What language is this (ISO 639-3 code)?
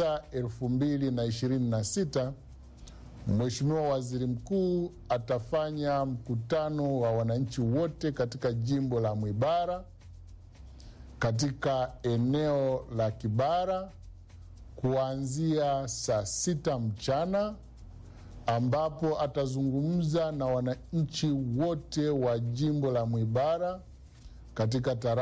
swa